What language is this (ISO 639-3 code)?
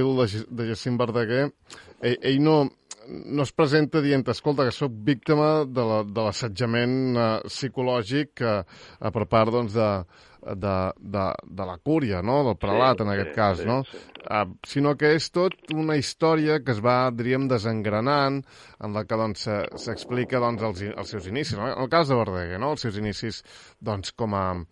cat